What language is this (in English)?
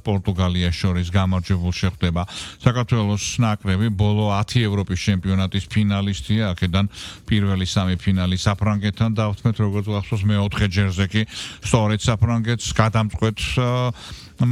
Georgian